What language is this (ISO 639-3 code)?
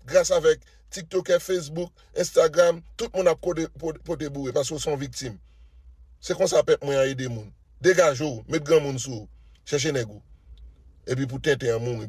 hat